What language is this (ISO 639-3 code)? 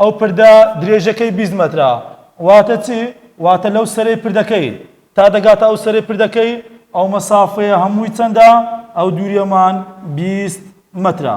ckb